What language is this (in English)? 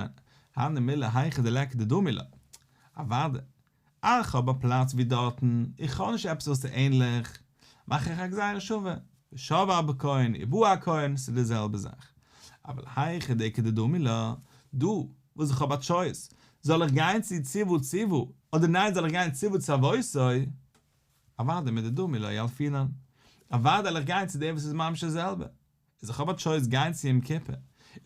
Yiddish